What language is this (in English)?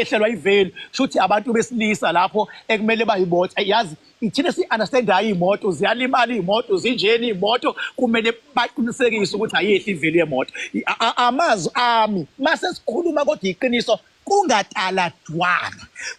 Zulu